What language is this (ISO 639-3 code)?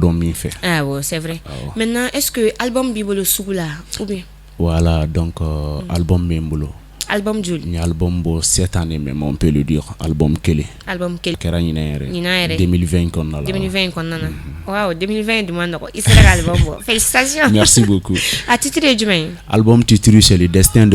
bam